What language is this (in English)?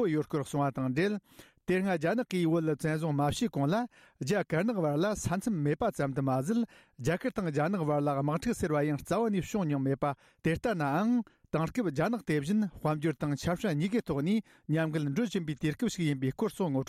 Tibetan